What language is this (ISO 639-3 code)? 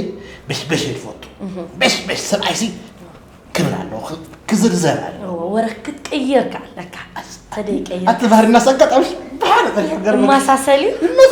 tir